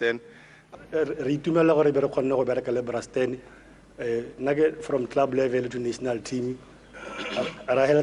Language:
Tswana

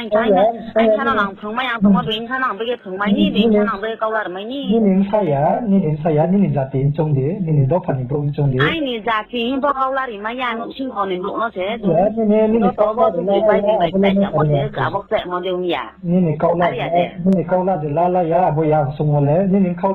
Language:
Riang (India)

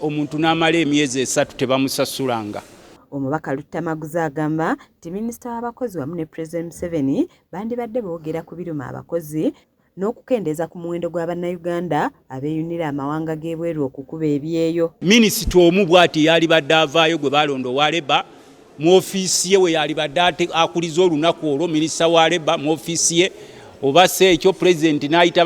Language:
Ganda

